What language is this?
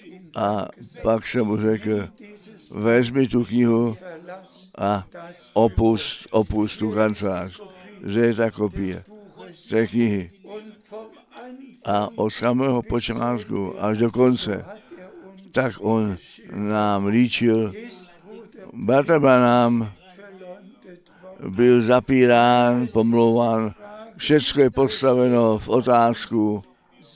Czech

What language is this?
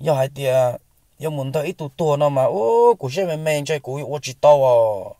Hmong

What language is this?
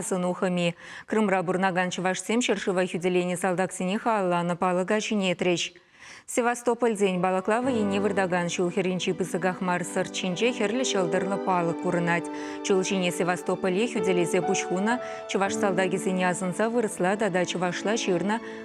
Chuvash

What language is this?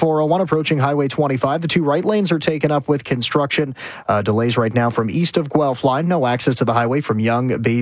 English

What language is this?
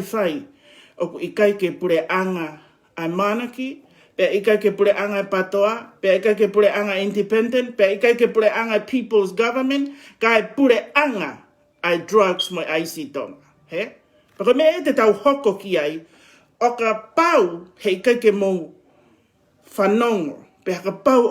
Tongan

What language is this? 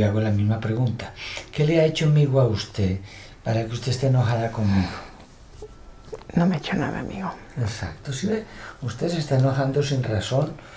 Spanish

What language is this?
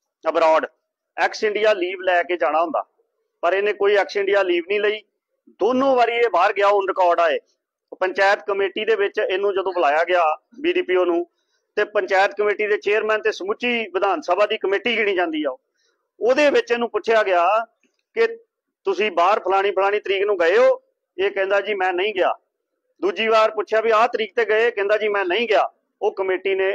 Punjabi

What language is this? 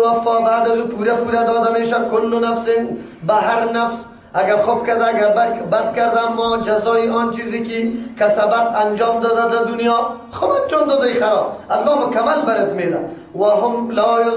Persian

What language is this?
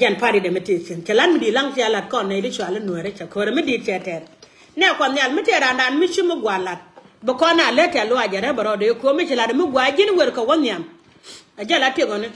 Nuer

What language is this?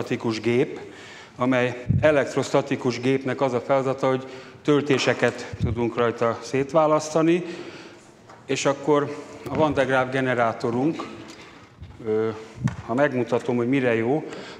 Hungarian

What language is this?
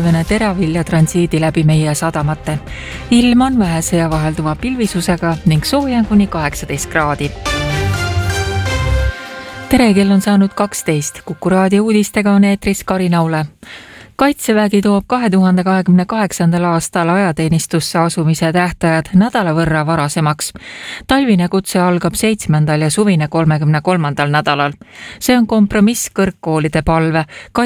Estonian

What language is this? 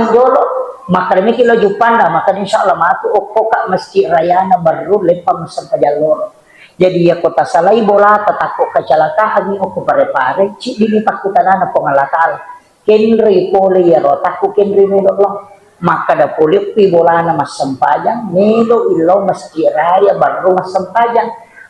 Buginese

